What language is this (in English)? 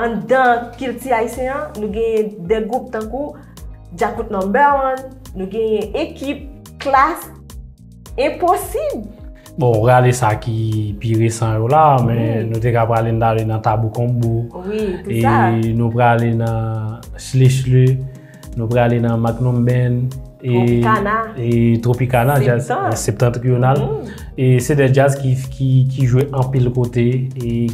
Haitian Creole